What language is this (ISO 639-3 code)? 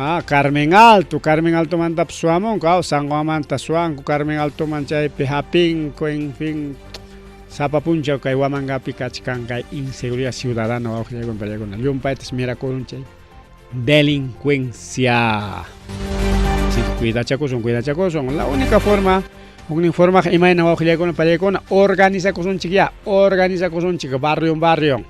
quy